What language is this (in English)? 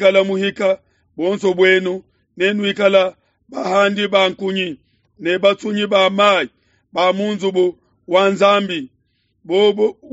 Luba-Lulua